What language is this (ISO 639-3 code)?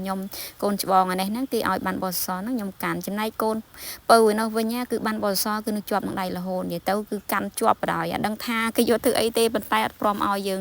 khm